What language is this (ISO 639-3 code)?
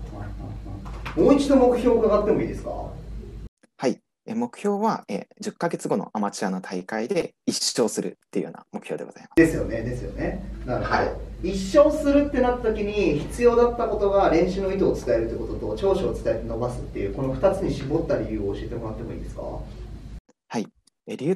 jpn